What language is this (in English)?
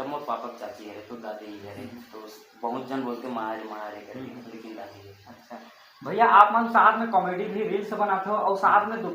Chhattisgarhi